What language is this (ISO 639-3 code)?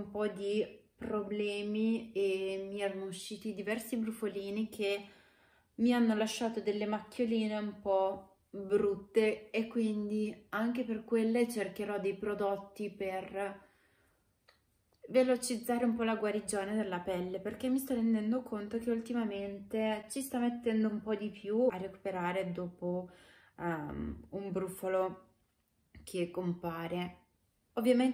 ita